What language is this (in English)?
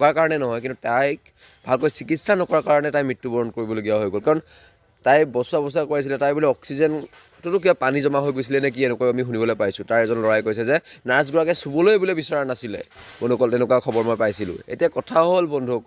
Assamese